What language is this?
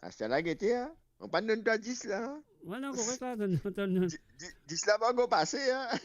Morisyen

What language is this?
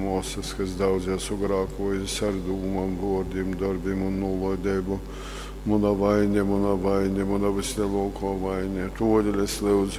Latgalian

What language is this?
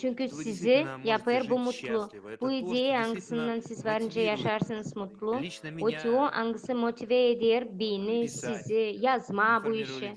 Gagauz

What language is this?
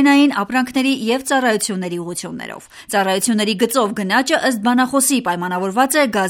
Armenian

